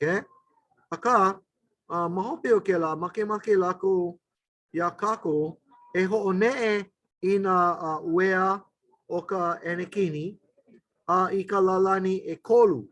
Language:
Hawaiian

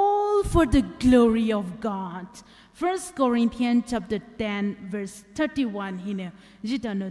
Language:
Poumei Naga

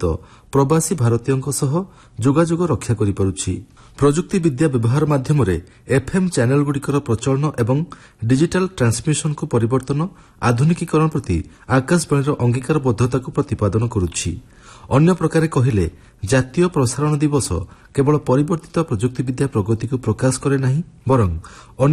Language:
Odia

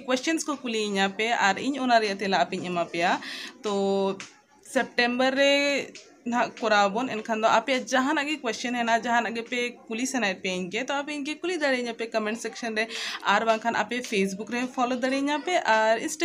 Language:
Santali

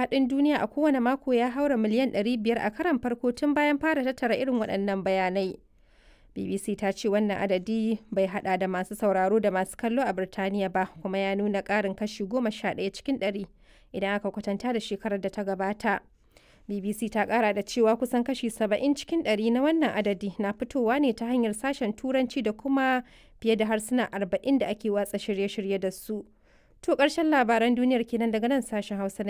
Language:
Hausa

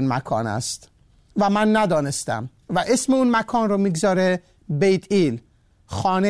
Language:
Persian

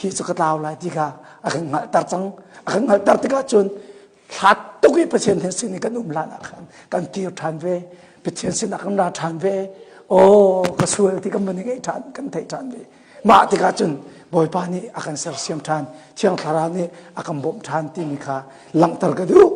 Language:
Hakha Chin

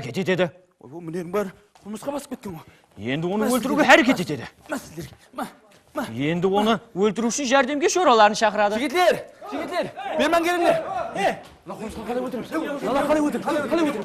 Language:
Kara-Kalpak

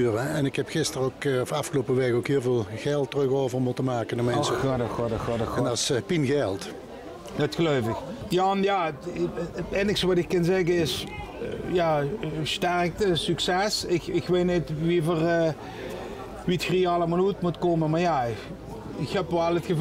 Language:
Limburgish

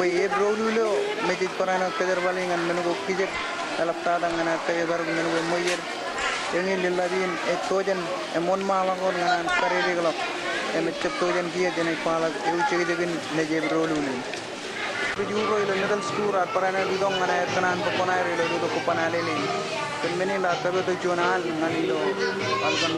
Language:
Marshallese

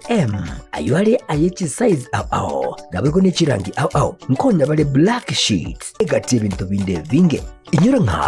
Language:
Gusii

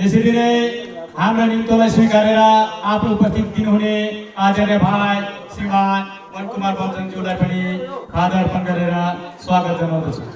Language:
Nepali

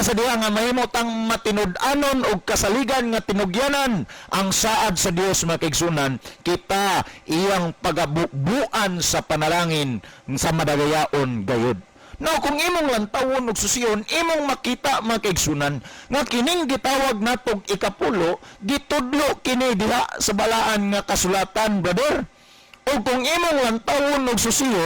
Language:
Cebuano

